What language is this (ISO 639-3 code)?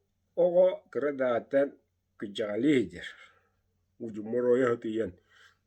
sah